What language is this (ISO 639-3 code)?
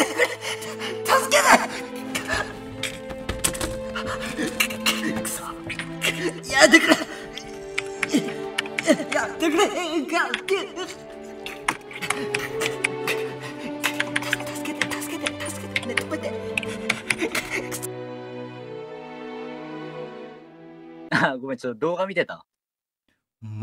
jpn